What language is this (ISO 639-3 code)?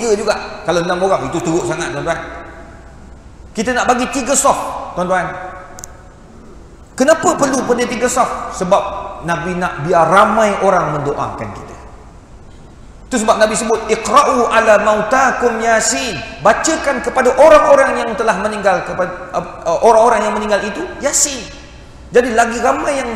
msa